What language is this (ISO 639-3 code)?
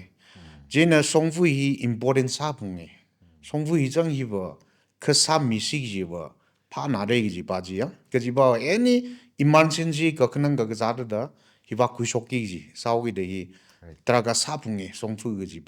nmf